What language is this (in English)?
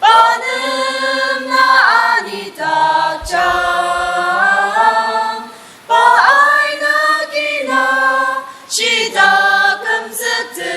Ao Naga